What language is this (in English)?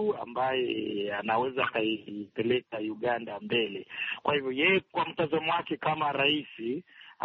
Swahili